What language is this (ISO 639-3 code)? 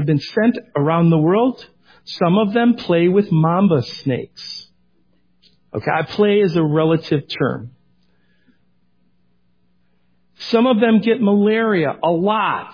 eng